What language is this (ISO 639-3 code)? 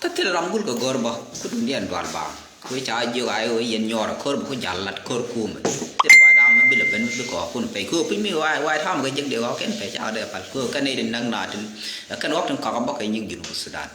nus